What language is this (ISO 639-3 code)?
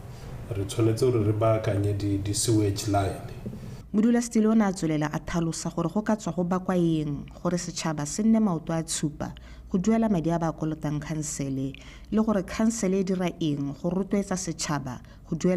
tsn